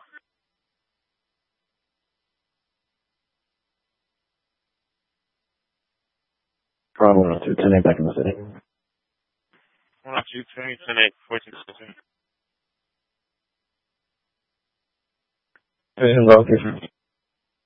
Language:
English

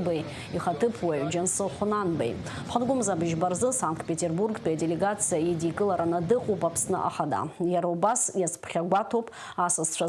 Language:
Abkhazian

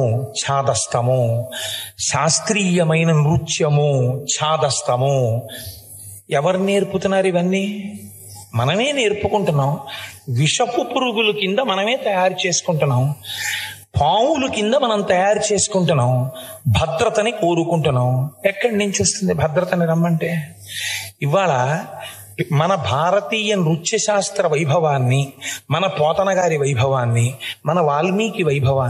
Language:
Telugu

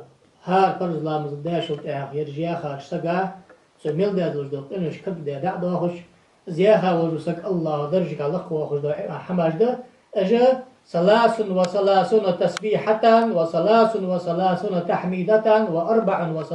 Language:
Ingush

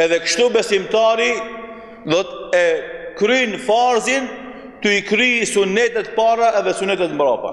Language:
Albanian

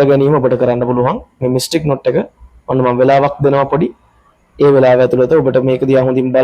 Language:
Sinhala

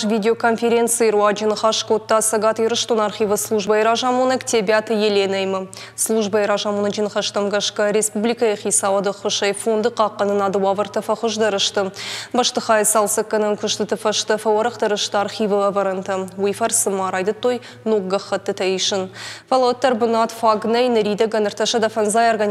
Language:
Ossetic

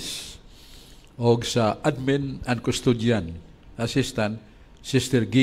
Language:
Cebuano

